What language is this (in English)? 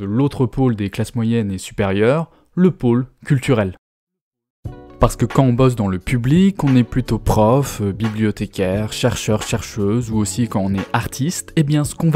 French